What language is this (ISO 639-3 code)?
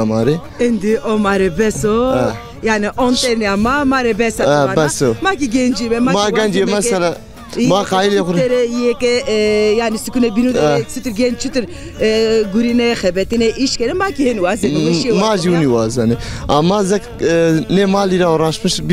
zza